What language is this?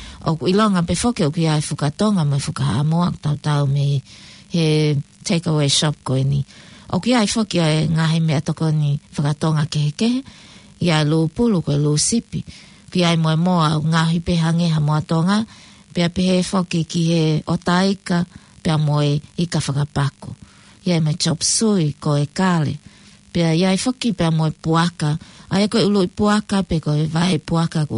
Tongan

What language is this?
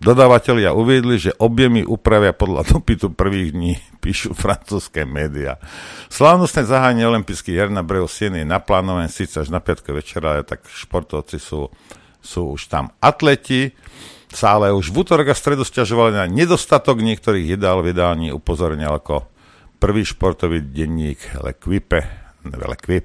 Slovak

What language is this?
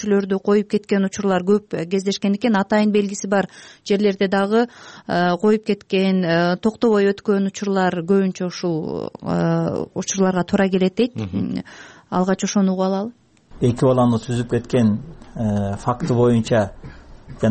Kyrgyz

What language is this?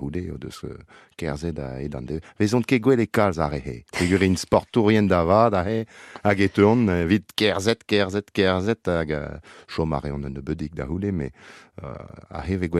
Breton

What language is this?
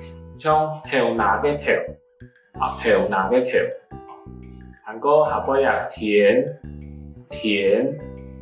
Hakka Chinese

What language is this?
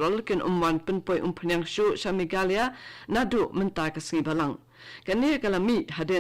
Khasi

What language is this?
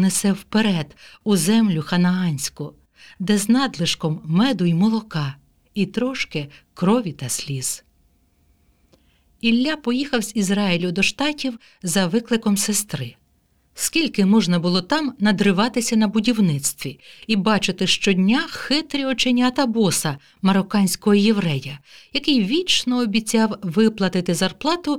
Ukrainian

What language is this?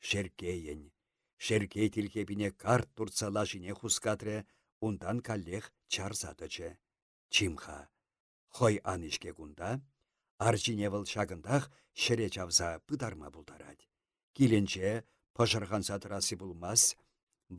Chuvash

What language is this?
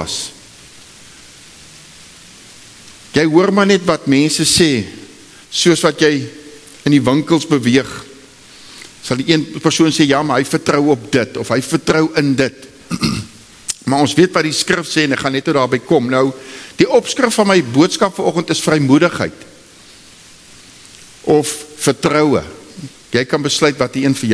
Afrikaans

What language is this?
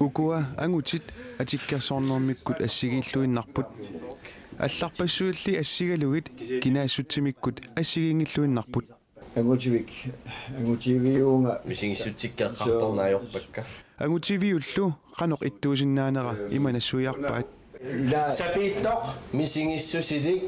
Kalaallisut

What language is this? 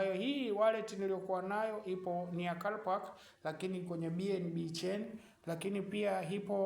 Swahili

